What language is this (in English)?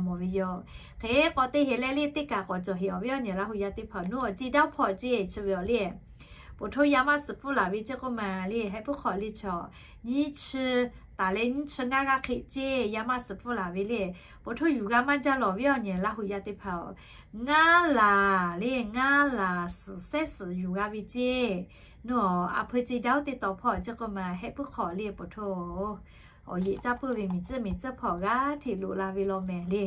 Lahu